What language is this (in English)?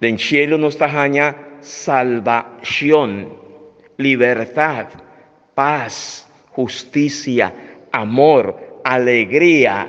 Papiamento